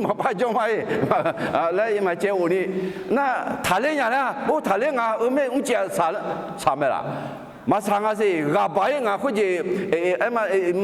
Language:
Akha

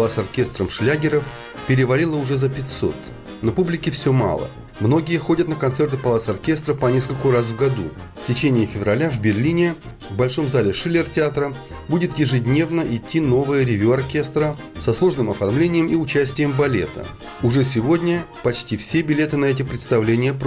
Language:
Russian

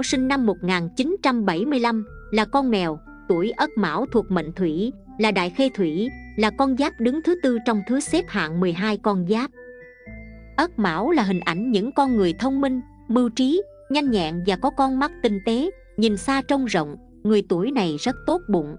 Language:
Vietnamese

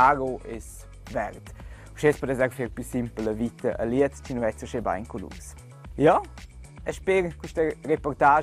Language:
Romansh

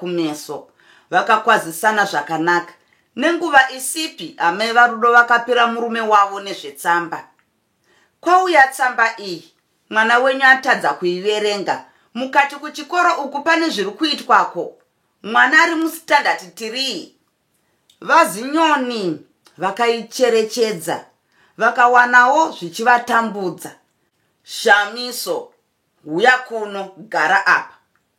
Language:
Shona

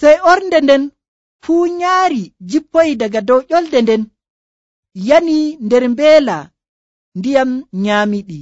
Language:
Nigerian Fulfulde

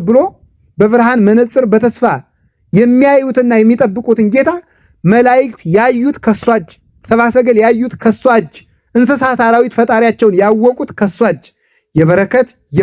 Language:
Amharic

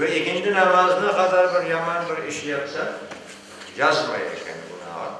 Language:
Crimean Tatar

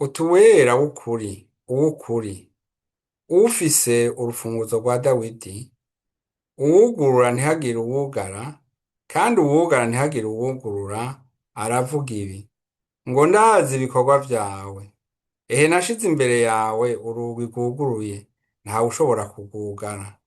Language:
Rundi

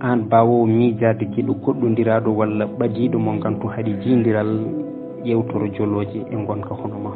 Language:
Fula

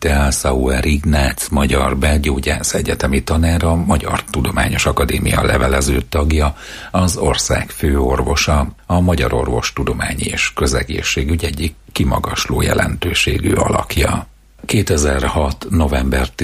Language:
Hungarian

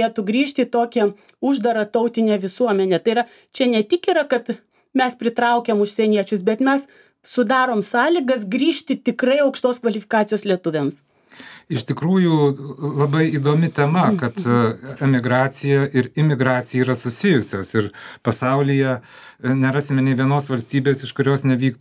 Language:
Lithuanian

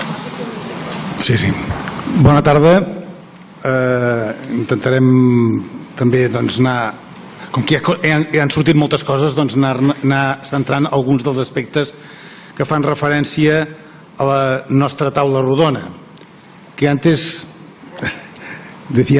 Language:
Catalan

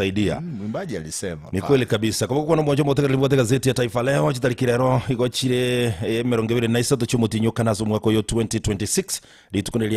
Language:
Gusii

